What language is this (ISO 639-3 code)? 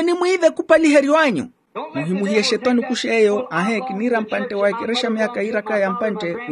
vmw